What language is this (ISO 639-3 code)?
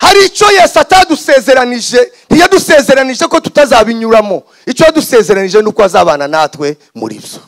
kin